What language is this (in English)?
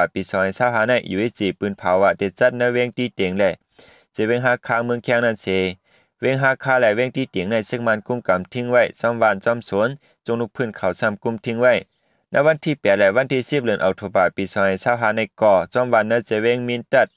Shan